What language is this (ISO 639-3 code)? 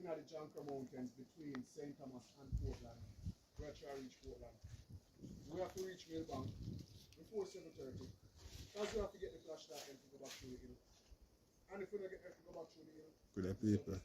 jam